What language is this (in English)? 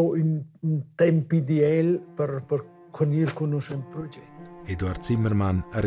Romansh